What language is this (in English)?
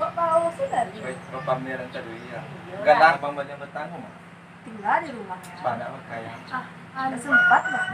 Minangkabau